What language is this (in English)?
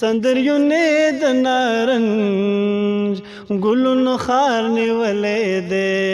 Pashto